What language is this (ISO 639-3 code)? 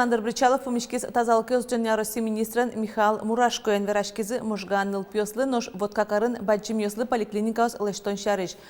udm